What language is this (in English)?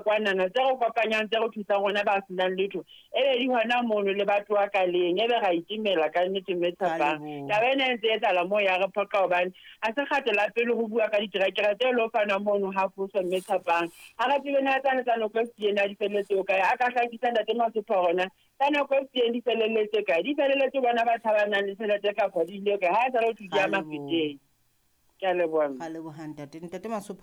Southern Sotho